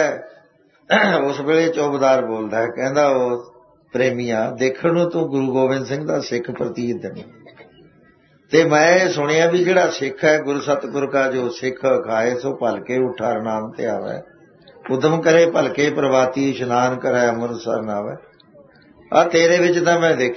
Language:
Punjabi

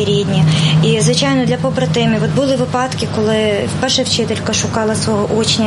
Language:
Ukrainian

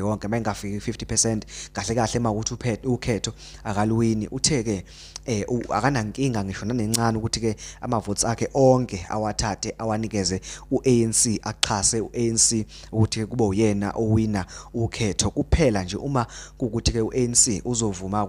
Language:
Zulu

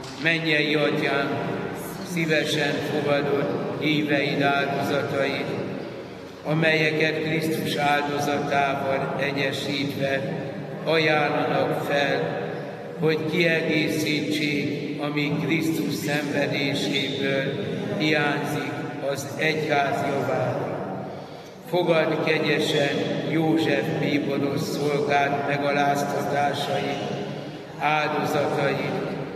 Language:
Hungarian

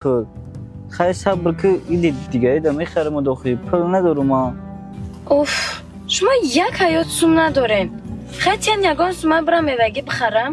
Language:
Tajik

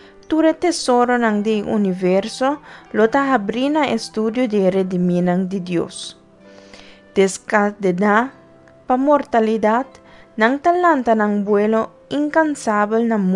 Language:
Papiamento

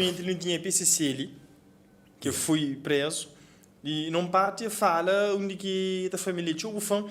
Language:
Kabuverdianu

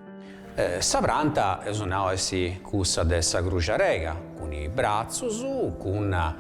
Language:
Sardinian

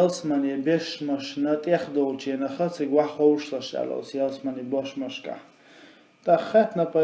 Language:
Chechen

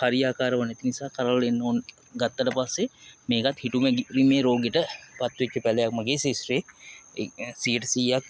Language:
Sinhala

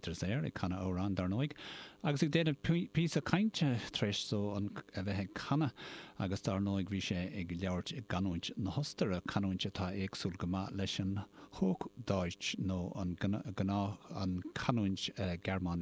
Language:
Irish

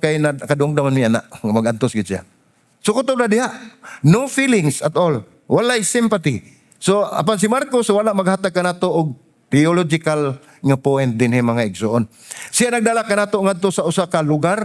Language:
Cebuano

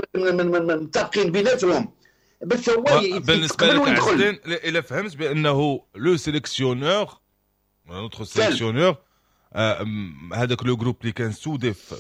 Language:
Moroccan Arabic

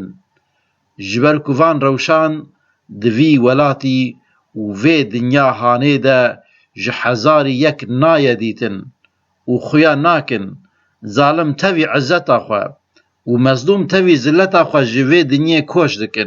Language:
Kurdish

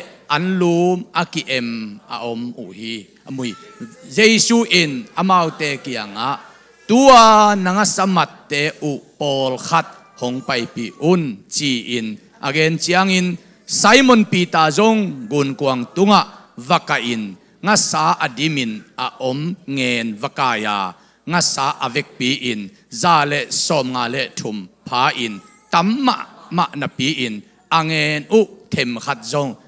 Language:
Tedim Chin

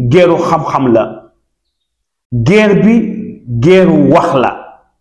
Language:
Wolof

